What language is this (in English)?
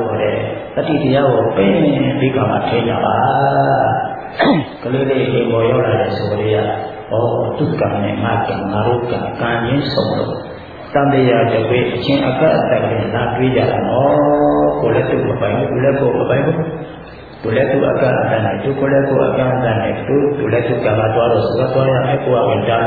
Burmese